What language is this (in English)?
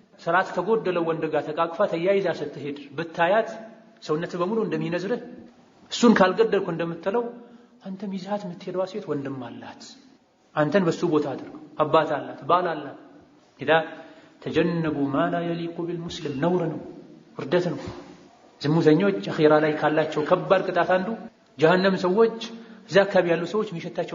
Amharic